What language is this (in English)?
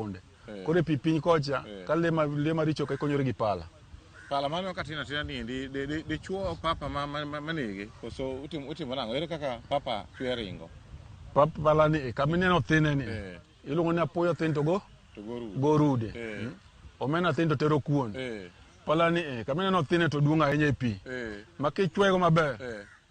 Luo (Kenya and Tanzania)